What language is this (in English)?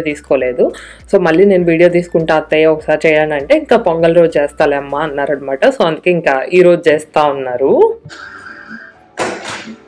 Telugu